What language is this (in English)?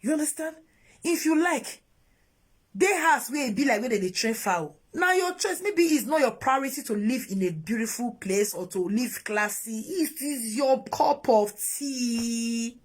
Nigerian Pidgin